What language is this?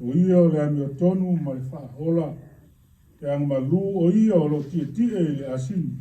Samoan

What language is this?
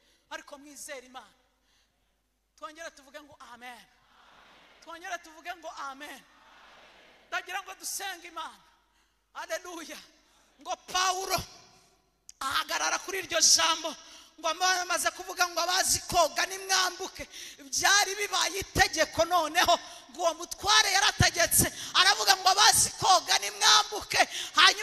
Kinyarwanda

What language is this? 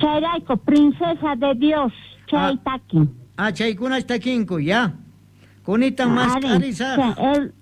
Quechua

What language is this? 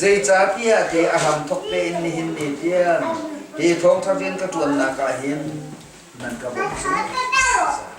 Hakha Chin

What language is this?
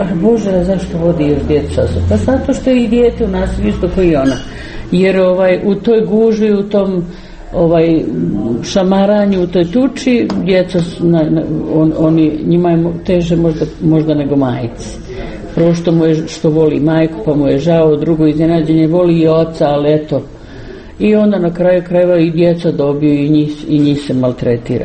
Croatian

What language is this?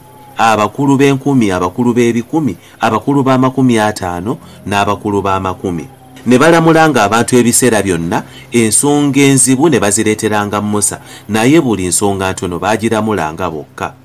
Ganda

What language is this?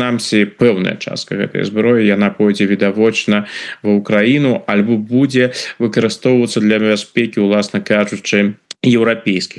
Belarusian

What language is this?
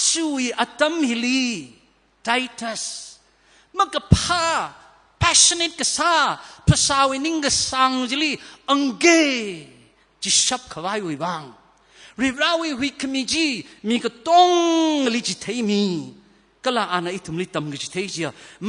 Tangkhul Naga (India)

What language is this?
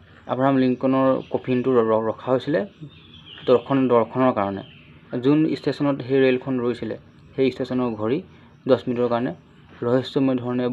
Assamese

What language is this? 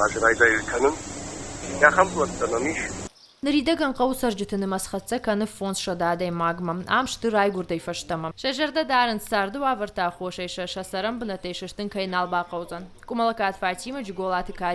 Ossetic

